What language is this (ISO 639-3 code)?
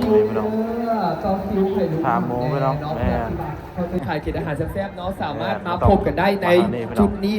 lao